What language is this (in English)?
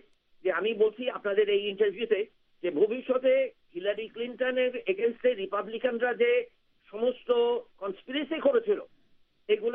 Bangla